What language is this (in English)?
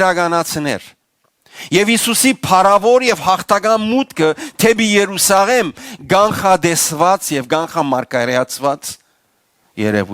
Western Armenian